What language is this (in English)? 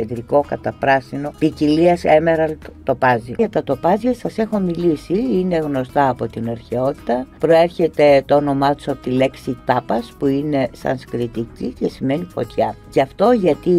Greek